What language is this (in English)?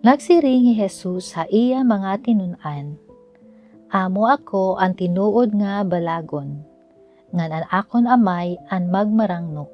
Waray